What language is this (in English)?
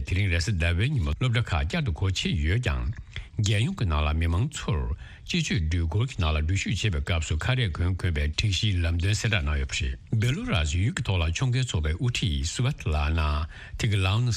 Tibetan